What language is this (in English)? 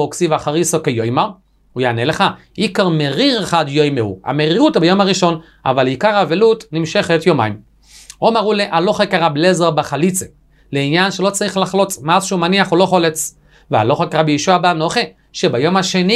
Hebrew